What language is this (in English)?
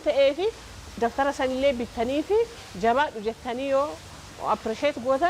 Oromo